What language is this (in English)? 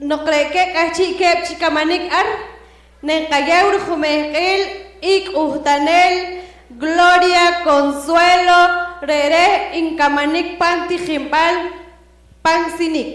Poqomchi'